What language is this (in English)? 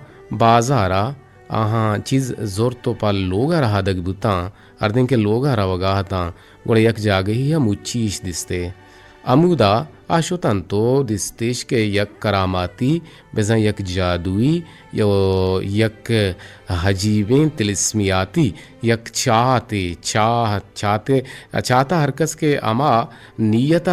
Eastern Balochi